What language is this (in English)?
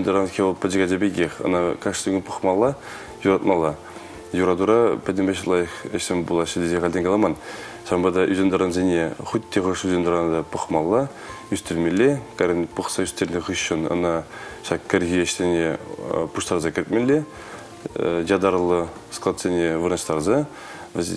Chuvash